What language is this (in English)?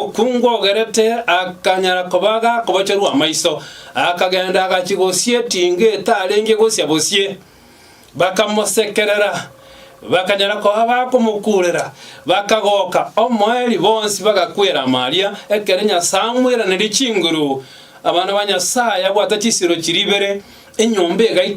Gusii